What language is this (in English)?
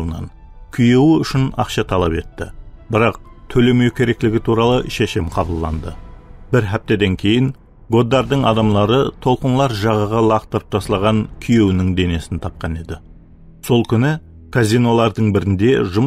Kara-Kalpak